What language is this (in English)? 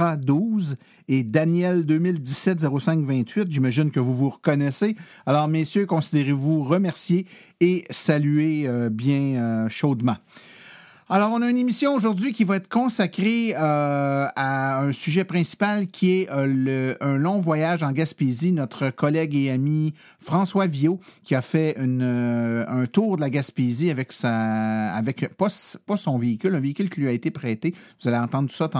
French